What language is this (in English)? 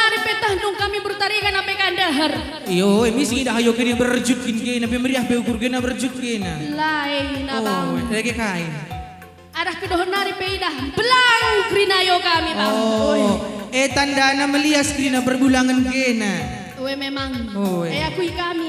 Batak Karo